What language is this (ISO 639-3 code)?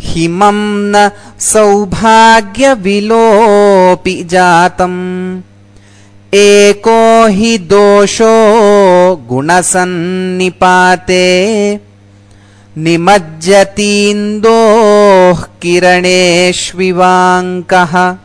san